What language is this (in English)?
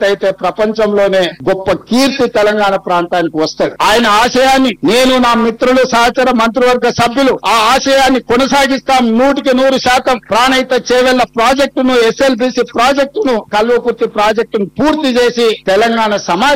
Telugu